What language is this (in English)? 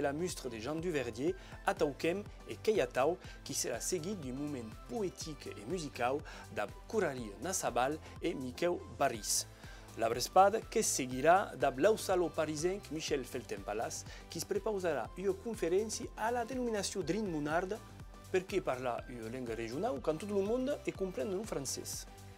Occitan